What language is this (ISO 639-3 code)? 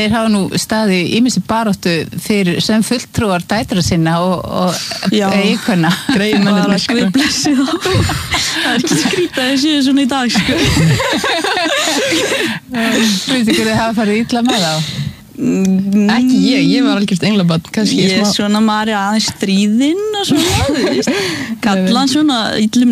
isl